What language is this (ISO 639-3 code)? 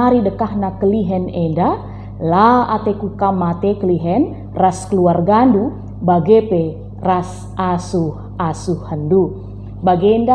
btx